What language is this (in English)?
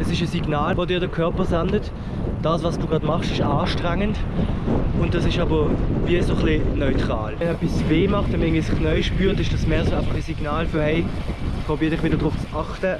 Swiss German